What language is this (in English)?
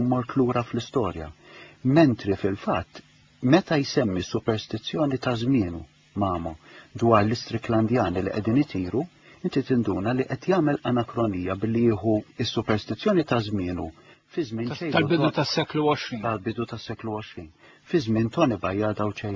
Maltese